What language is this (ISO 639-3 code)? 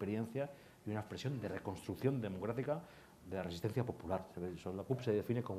spa